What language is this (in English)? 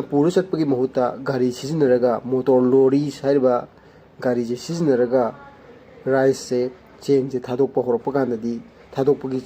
Manipuri